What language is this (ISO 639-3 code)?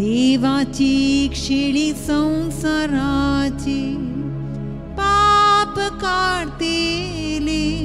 kok